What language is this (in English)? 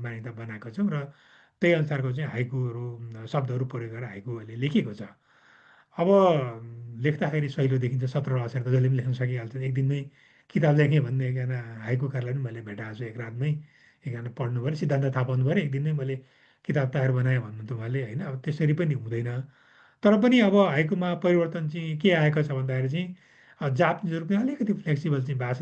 Nepali